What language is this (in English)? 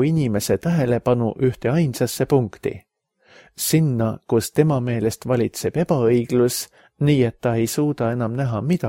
Estonian